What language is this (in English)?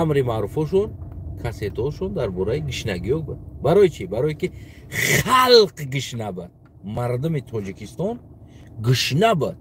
Tajik